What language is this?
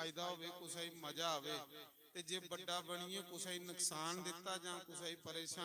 Dogri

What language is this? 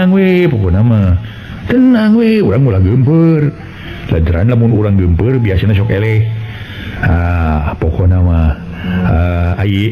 Sundanese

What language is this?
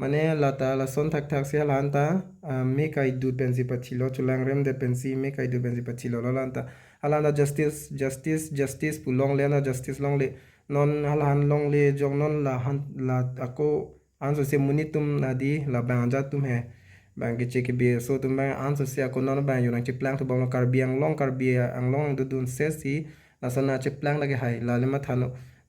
Karbi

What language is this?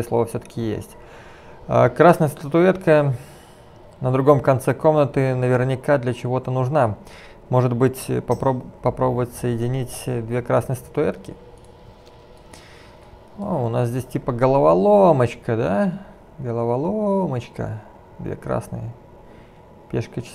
Russian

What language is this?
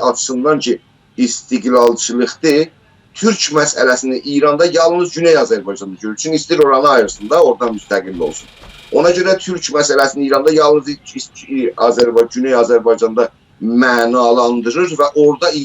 South Azerbaijani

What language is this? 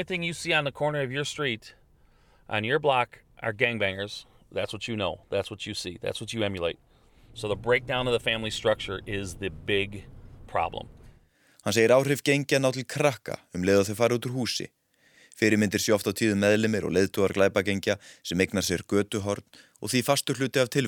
Icelandic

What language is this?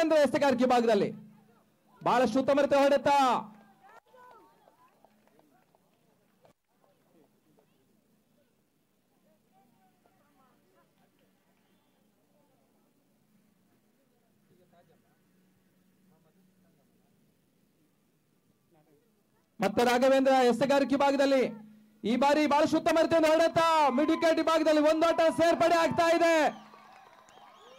Kannada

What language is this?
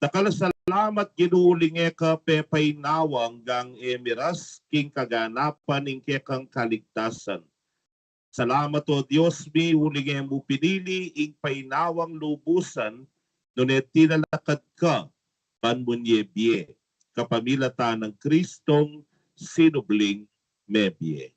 Pampanga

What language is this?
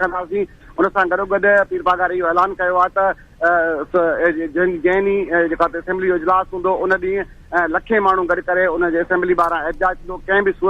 Sindhi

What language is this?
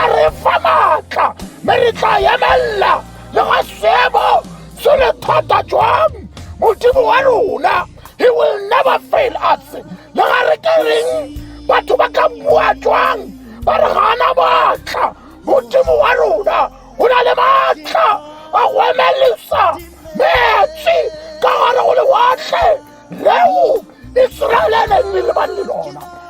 Tswana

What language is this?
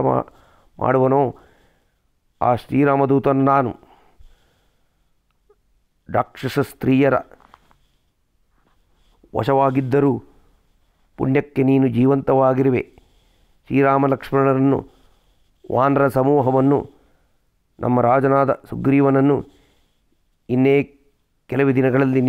Kannada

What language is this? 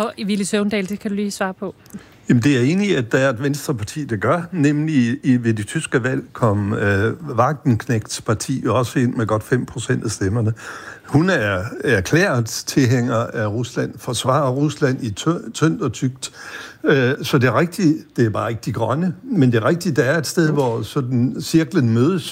Danish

